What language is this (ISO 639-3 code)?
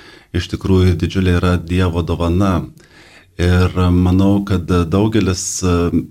lit